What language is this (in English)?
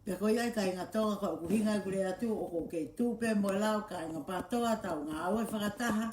Tongan